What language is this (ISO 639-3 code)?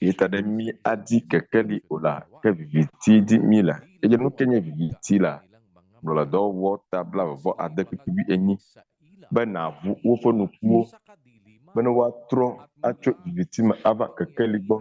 ewe